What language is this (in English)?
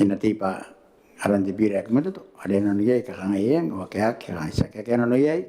Gilbertese